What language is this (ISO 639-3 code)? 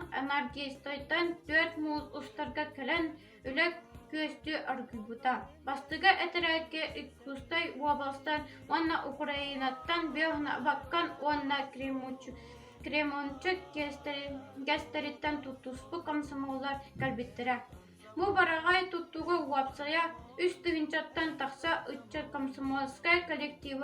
sah